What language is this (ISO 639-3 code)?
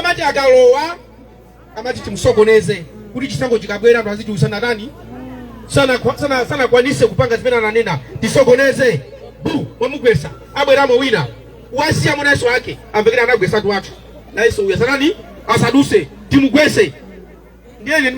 nya